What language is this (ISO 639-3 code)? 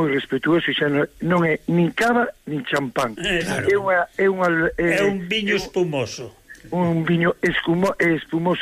glg